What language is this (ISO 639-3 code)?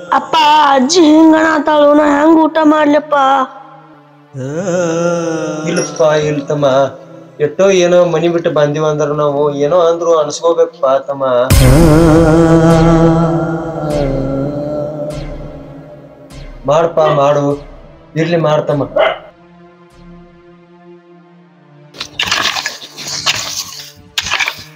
kan